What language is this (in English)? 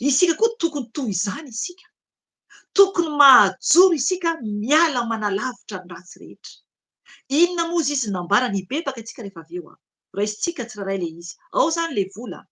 Malagasy